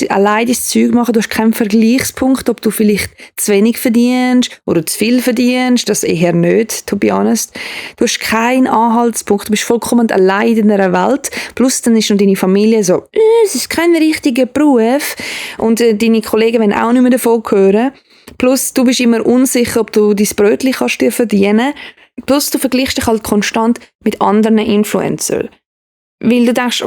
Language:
Swiss German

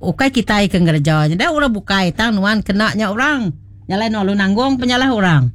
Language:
Iban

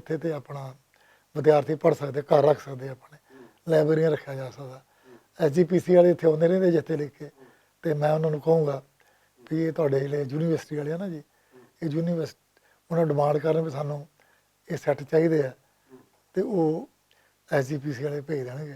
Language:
Western Panjabi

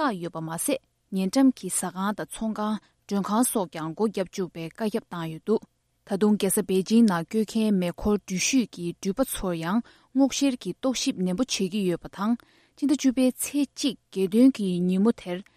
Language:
Tibetan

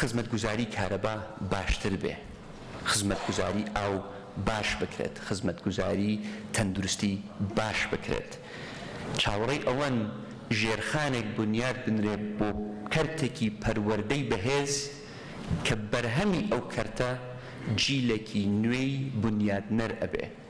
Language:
Central Kurdish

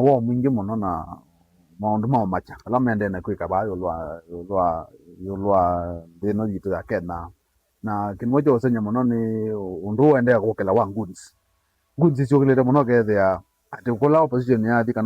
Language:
Kamba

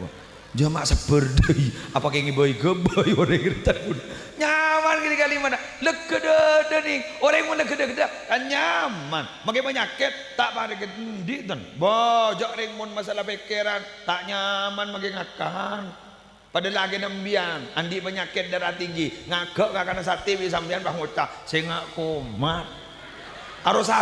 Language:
Madurese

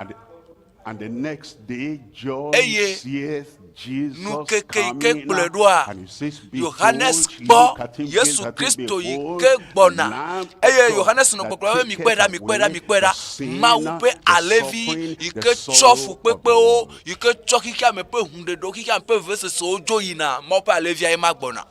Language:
Ewe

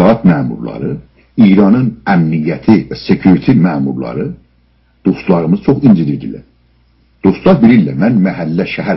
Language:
South Azerbaijani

